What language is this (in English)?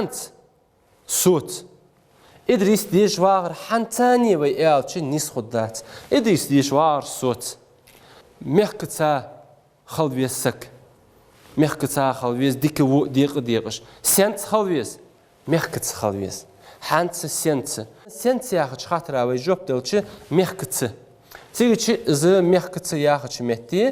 Ingush